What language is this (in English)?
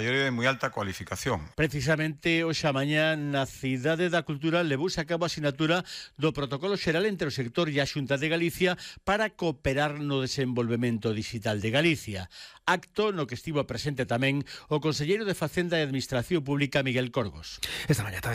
Galician